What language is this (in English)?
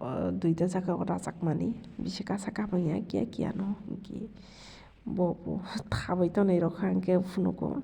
Kok Borok